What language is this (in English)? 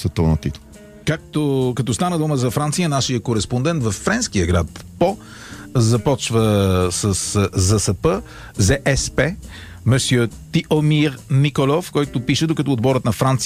Bulgarian